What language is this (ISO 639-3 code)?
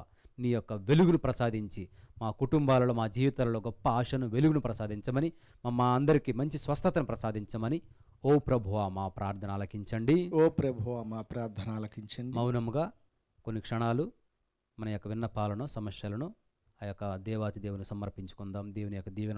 tel